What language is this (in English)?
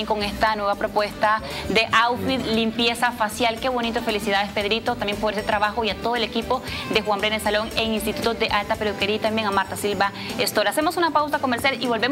Spanish